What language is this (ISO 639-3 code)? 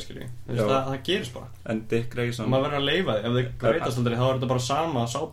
isl